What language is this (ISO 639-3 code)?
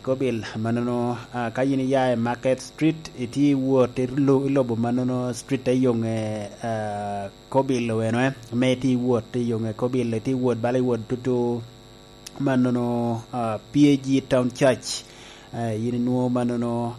laj